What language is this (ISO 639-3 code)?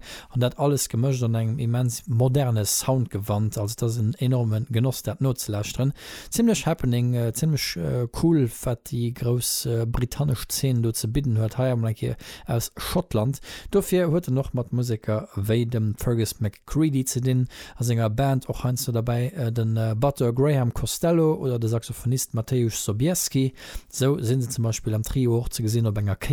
ltz